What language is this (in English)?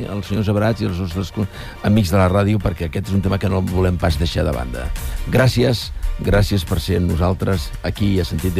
Catalan